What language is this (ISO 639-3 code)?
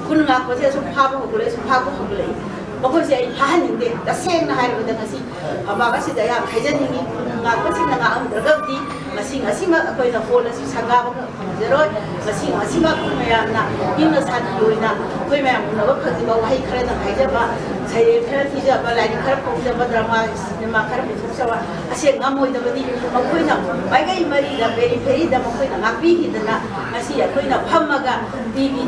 mni